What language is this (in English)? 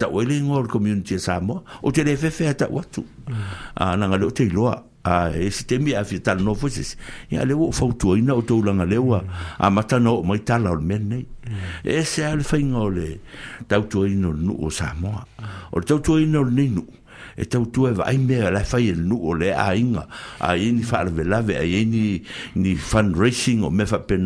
Samoan